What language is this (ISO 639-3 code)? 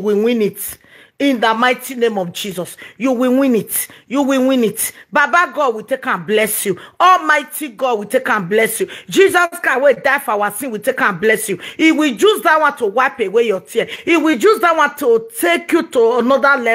pcm